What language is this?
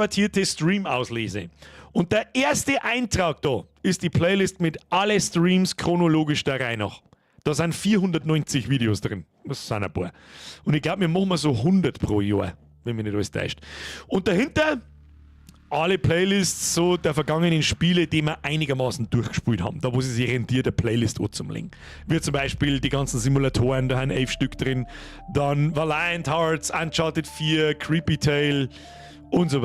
Bavarian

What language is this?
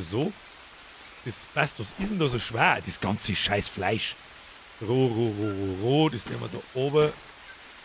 Bavarian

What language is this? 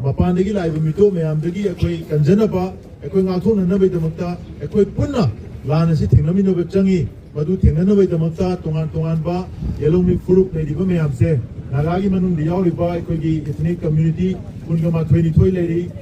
Manipuri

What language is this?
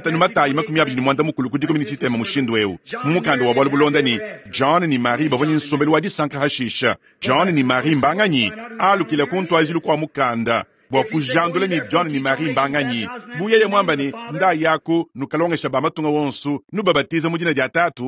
Luba-Lulua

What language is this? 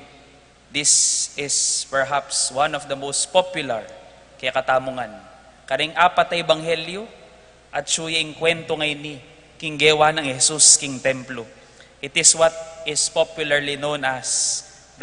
Pampanga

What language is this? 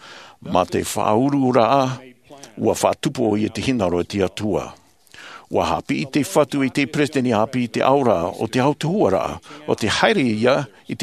Tahitian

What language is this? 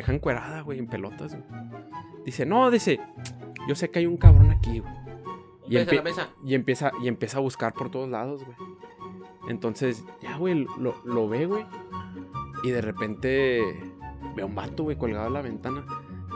Spanish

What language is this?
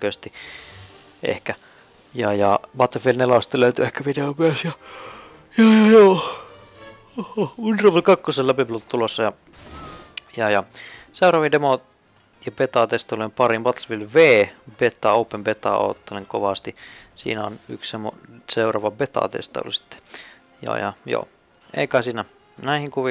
Finnish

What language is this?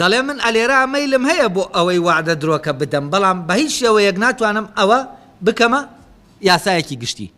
Central Kurdish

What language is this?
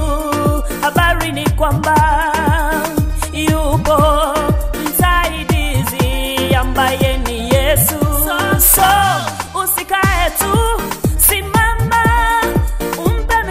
Swahili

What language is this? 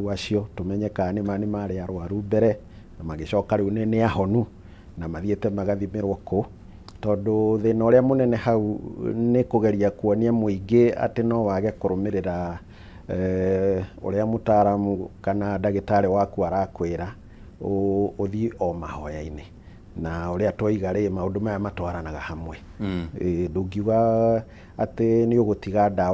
Kikuyu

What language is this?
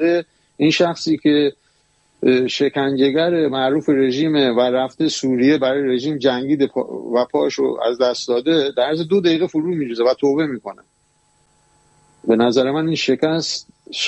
Persian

